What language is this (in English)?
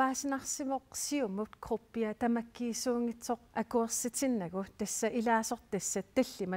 Kalaallisut